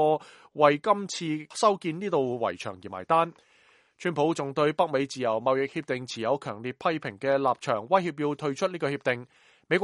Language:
Cantonese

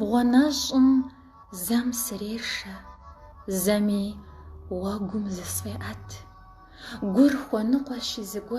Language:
Kabardian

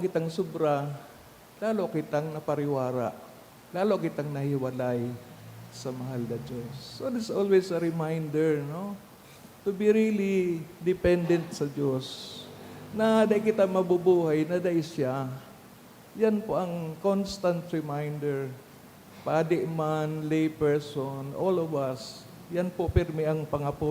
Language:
Bikol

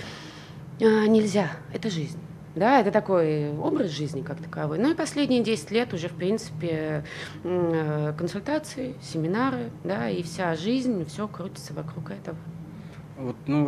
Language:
Russian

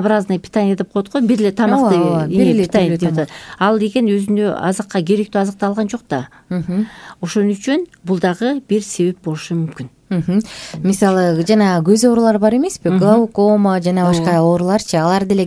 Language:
Kyrgyz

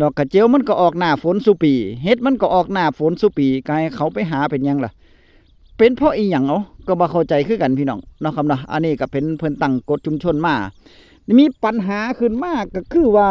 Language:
Northeastern Thai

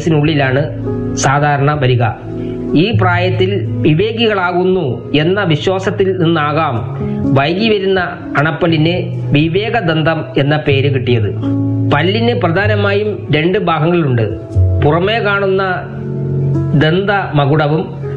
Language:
Malayalam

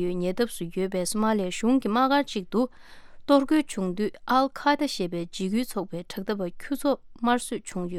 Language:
Tibetan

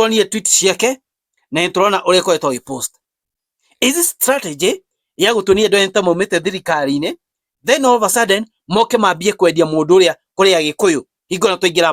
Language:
Kikuyu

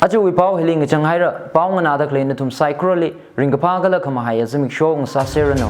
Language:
Tangkhul Naga (India)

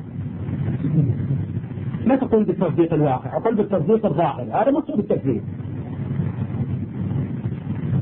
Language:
Arabic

